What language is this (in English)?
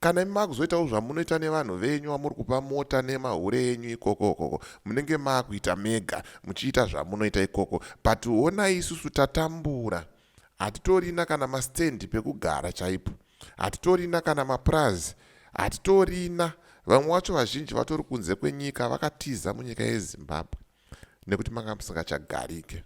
Shona